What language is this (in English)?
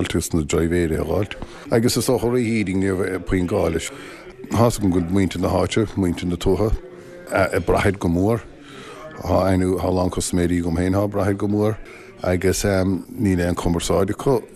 Irish